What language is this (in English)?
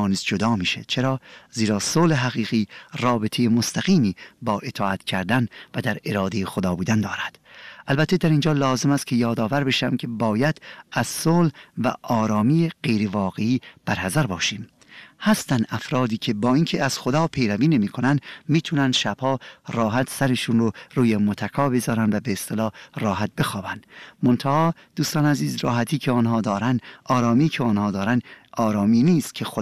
Persian